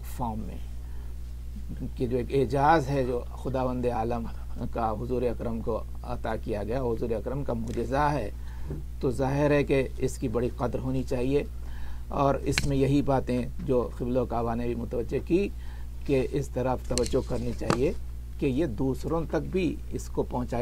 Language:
Urdu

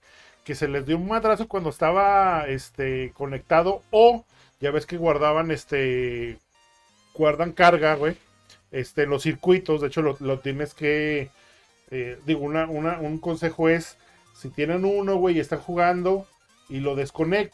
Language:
Spanish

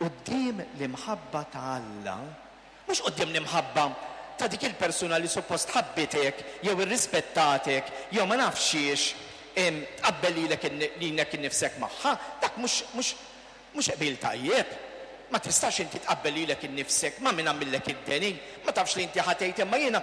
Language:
Maltese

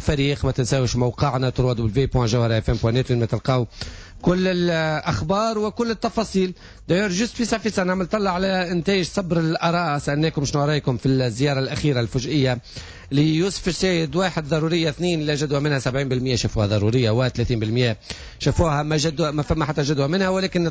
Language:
Tunisian Arabic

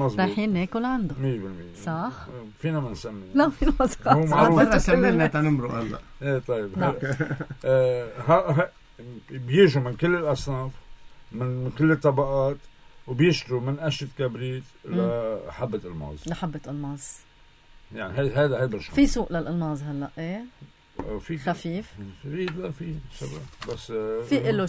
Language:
North Levantine Arabic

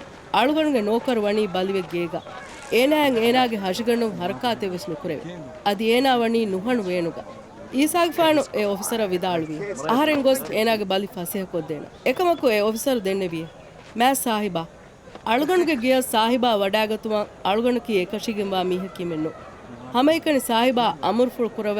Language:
Divehi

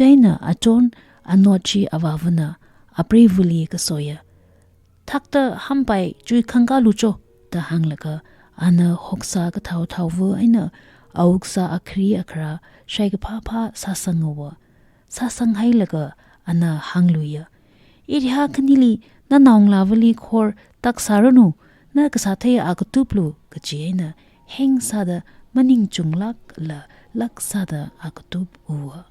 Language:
Tangkhul Naga (India)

